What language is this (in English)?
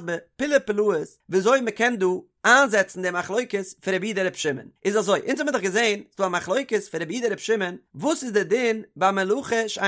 Yiddish